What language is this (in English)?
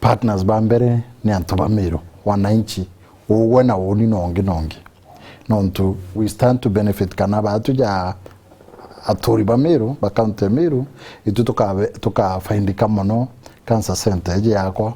Meru